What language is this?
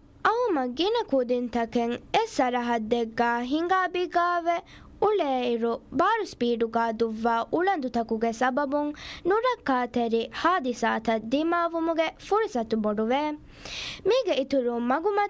Divehi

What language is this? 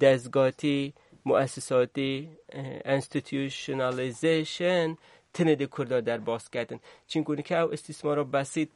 Kurdish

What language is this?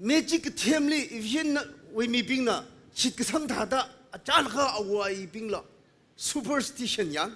Tangkhul Naga (India)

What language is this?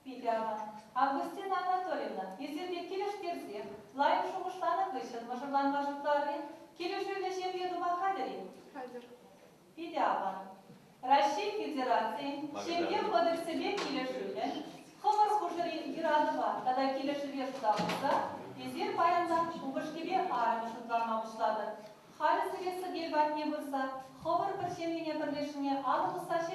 Chuvash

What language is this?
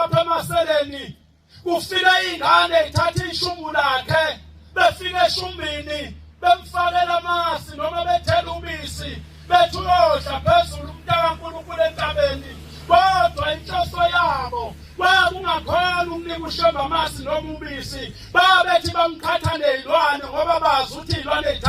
Zulu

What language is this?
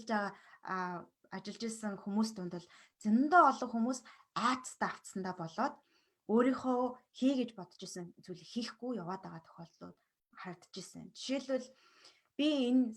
Mongolian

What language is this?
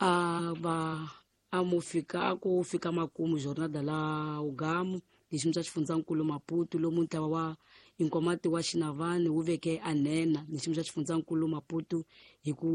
Tsonga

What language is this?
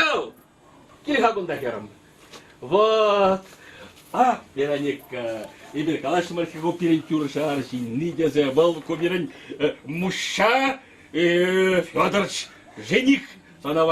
Chuvash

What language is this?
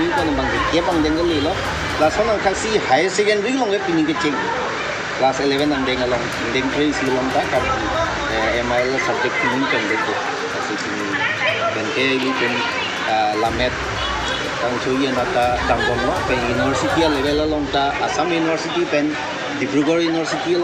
Karbi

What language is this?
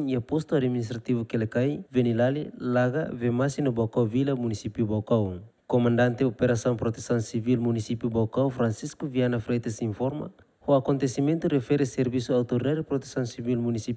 Tetum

